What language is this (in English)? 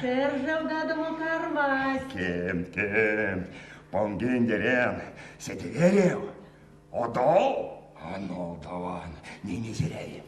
Erzya